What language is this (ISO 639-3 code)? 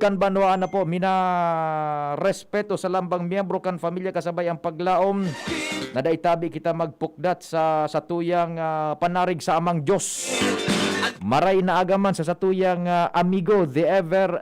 bik